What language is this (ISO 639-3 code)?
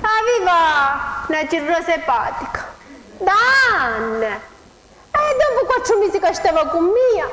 scn